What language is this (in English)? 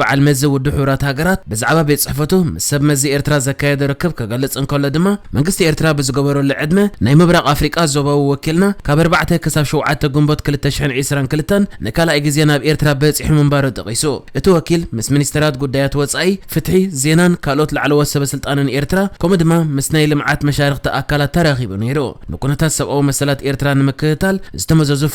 Tigrinya